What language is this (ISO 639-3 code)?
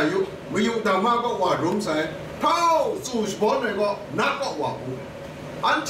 kac